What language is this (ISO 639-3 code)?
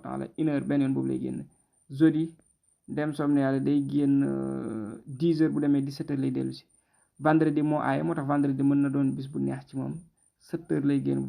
wol